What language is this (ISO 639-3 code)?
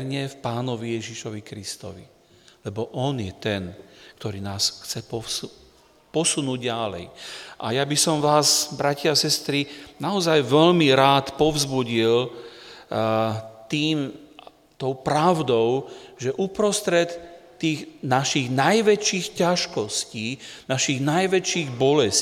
slk